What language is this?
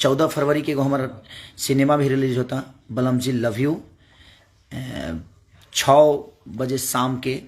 Bhojpuri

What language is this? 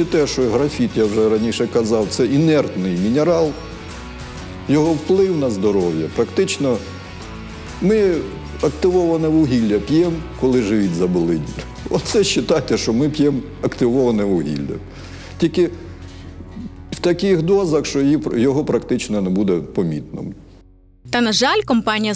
Ukrainian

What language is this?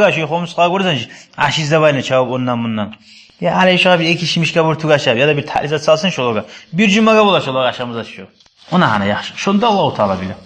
Kumyk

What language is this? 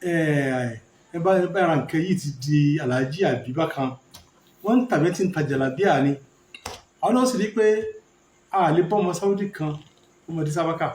Yoruba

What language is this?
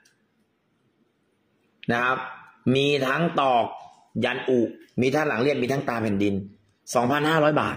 Thai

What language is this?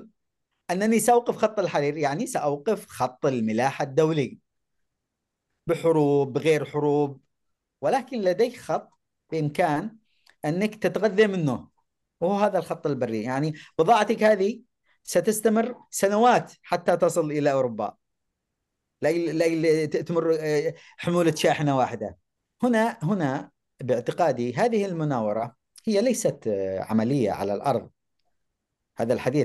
Arabic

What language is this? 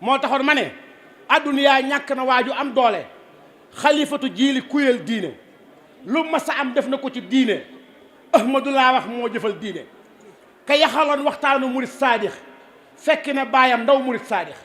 Wolof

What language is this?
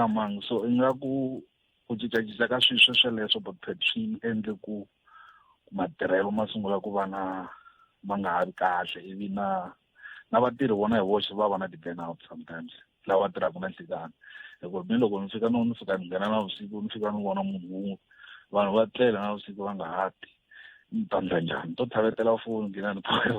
Tsonga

